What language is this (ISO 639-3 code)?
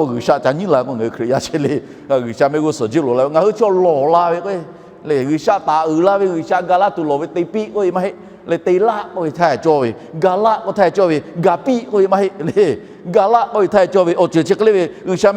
lhu